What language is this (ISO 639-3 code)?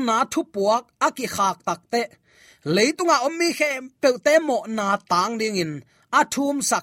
ctd